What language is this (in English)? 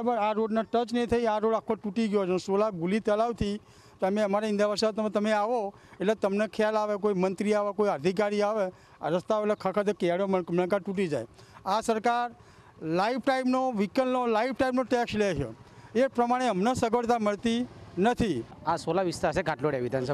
Gujarati